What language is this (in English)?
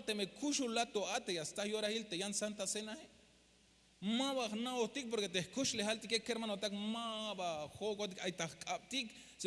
Tzeltal